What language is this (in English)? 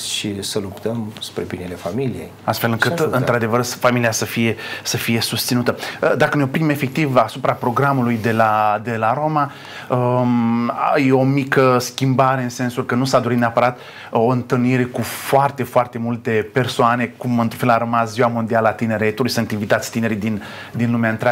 Romanian